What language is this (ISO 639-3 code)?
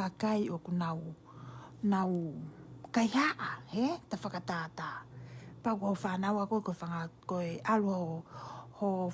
ton